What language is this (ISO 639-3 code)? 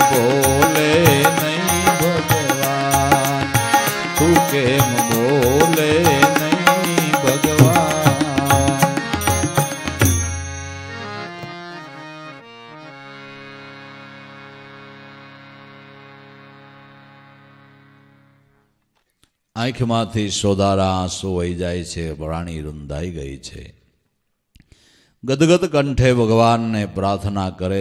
guj